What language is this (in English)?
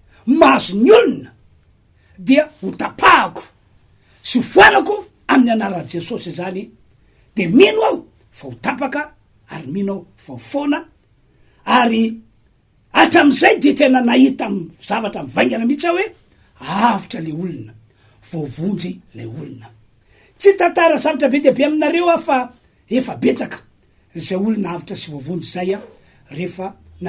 Malagasy